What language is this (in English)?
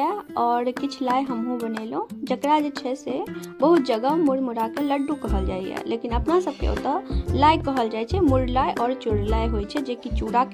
Maithili